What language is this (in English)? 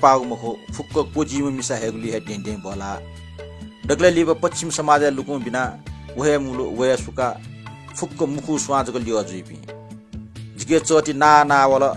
Newari